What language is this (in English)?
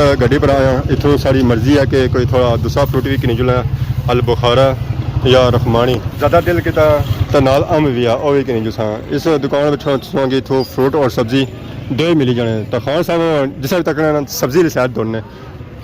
Pahari-Potwari